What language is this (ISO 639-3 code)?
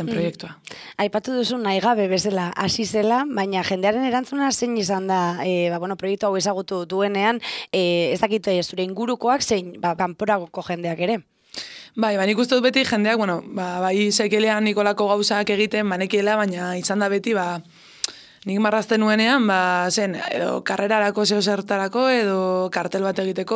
eus